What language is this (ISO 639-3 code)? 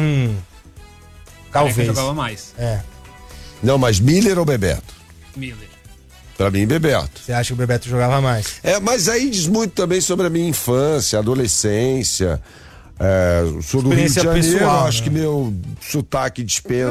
por